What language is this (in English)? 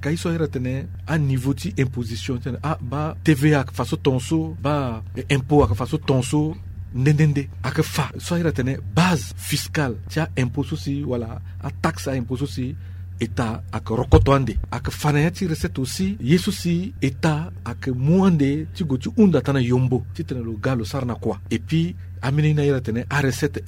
Sango